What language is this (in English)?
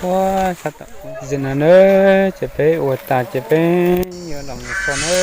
Hmong